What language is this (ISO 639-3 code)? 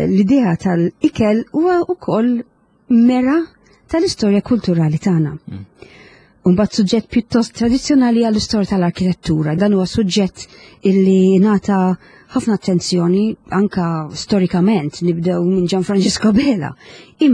mlt